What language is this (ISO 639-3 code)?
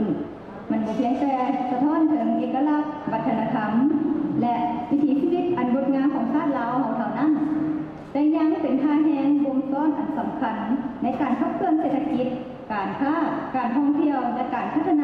lao